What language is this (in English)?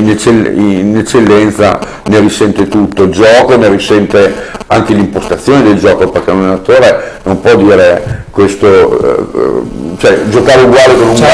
Italian